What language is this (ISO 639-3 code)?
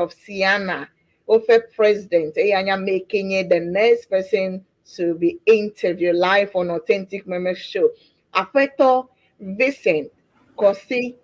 ewe